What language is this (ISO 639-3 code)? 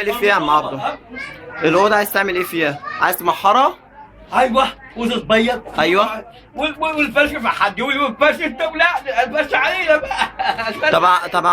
arz